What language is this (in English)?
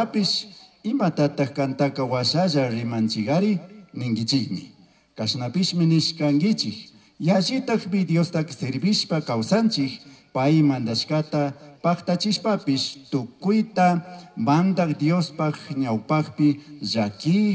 Chimborazo Highland Quichua